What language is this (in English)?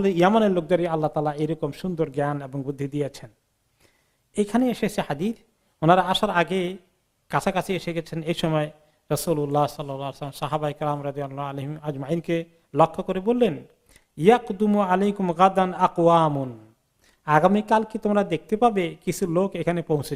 Bangla